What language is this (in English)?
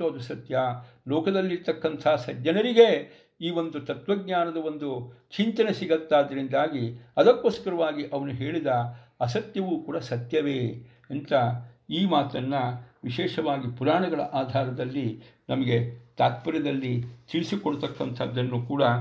Kannada